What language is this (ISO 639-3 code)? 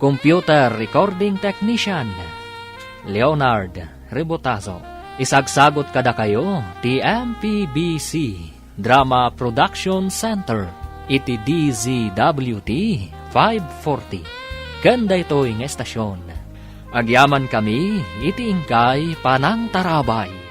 ilo